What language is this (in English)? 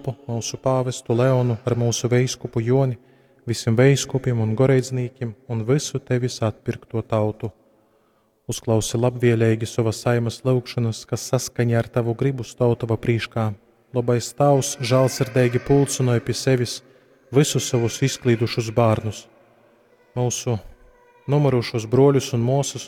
Latgalian